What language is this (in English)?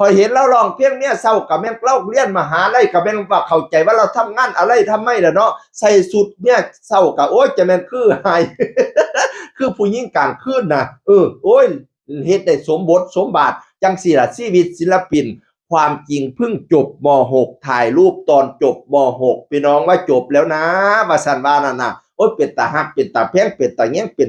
Northeastern Thai